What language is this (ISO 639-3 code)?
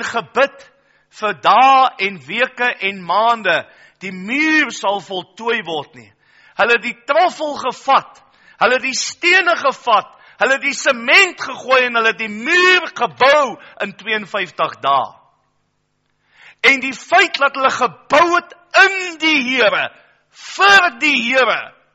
afr